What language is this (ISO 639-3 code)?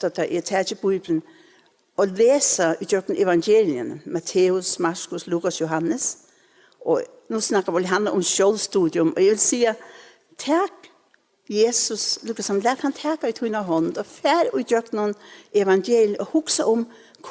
fao